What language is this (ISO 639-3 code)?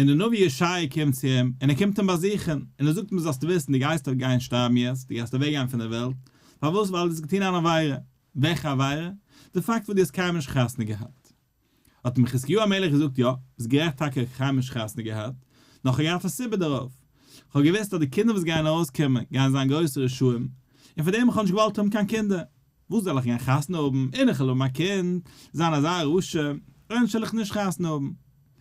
yid